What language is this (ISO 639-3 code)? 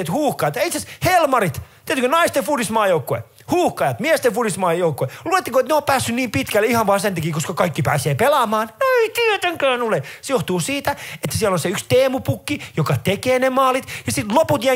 fin